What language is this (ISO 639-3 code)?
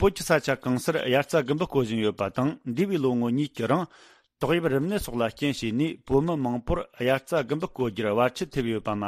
bod